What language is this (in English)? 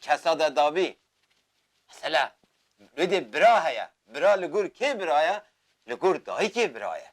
Kurdish